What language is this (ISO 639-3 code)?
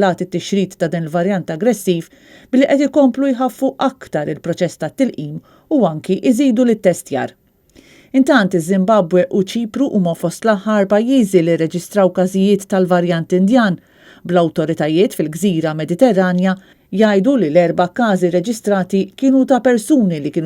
mlt